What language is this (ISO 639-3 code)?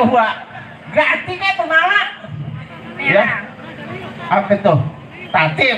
bew